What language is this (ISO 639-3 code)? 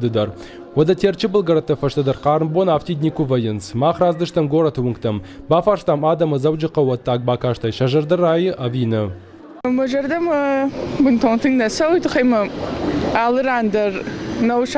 oss